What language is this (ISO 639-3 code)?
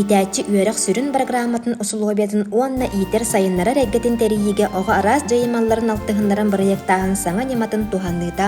sah